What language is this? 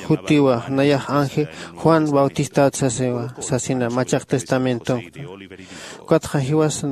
Aymara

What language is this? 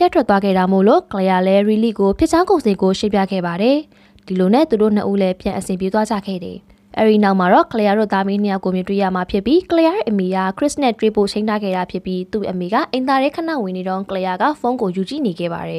Burmese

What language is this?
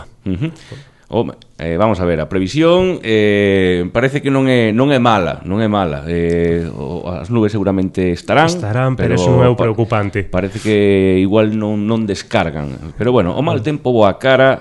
Galician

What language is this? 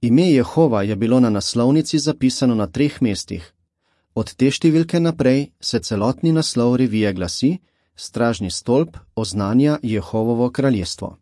Slovenian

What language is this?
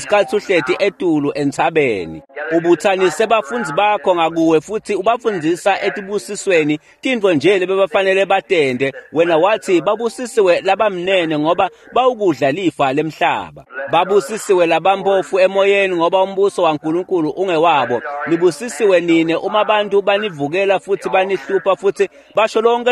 Swati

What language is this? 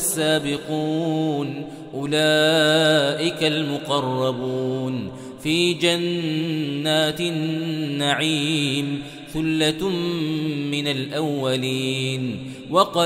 Arabic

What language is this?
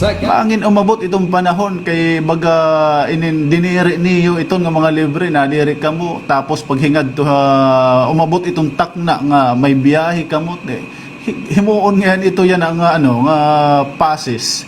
Waray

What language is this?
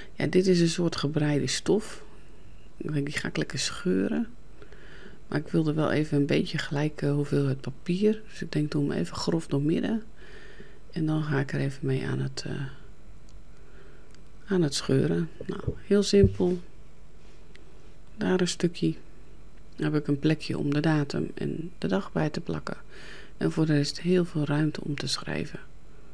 Dutch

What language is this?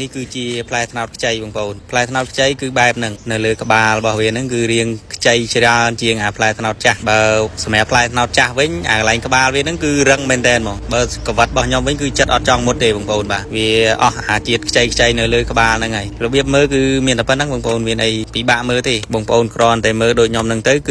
Khmer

